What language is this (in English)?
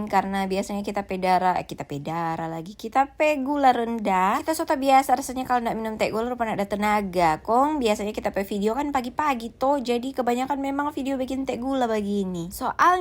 Manado Malay